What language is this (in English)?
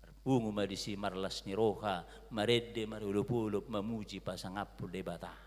Batak Toba